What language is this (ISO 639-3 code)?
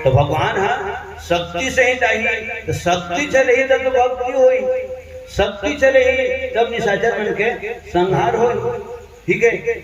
hne